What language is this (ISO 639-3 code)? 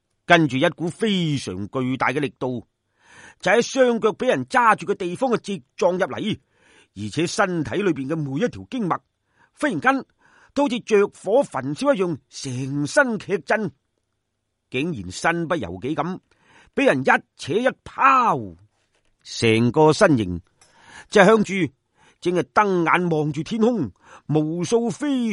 yue